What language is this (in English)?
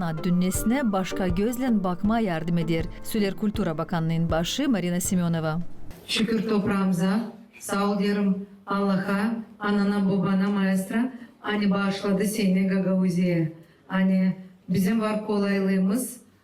Gagauz